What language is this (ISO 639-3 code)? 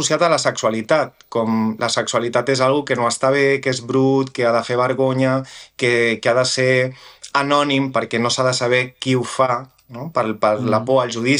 cat